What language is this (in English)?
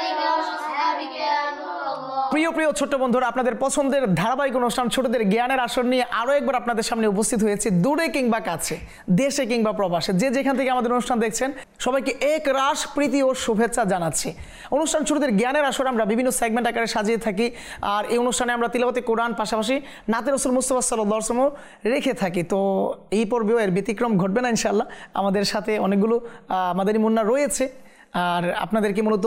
Bangla